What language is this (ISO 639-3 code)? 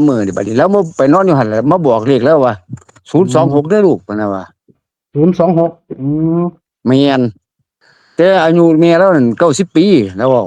tts